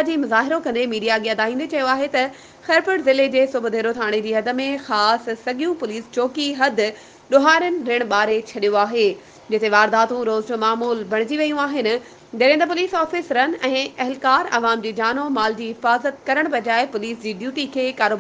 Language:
Sindhi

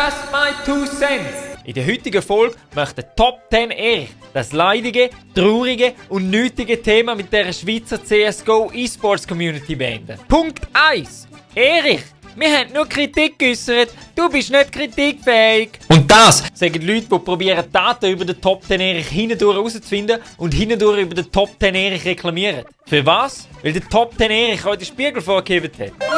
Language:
Swiss German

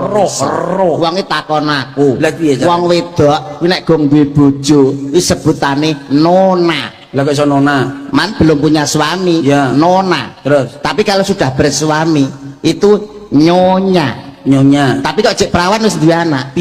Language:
Javanese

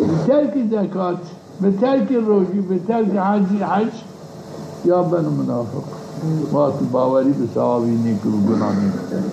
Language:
Zaza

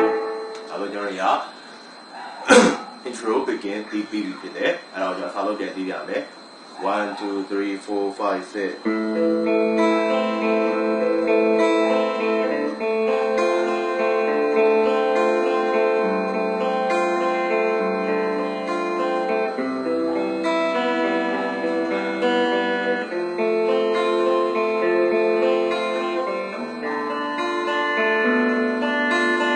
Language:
Burmese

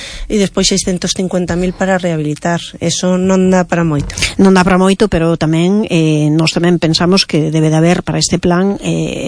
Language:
Galician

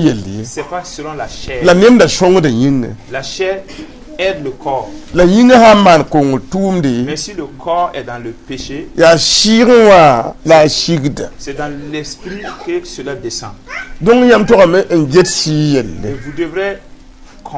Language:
Mossi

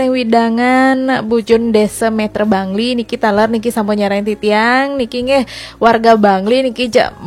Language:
Balinese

